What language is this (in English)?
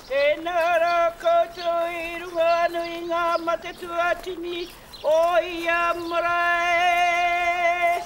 Māori